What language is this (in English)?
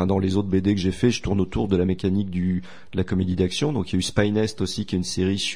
French